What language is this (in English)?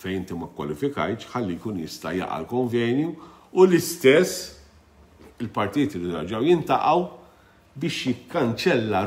Maltese